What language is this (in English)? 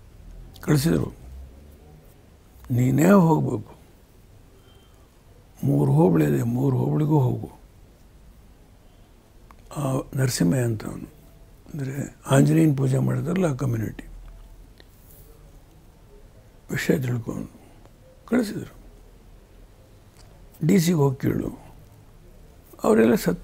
Kannada